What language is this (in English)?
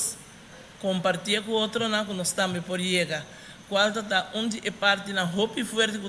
Papiamento